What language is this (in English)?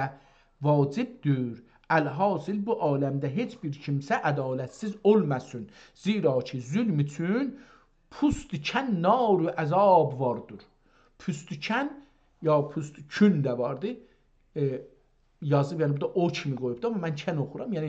South Azerbaijani